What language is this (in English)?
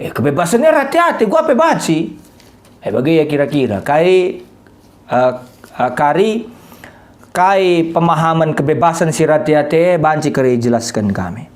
Batak Karo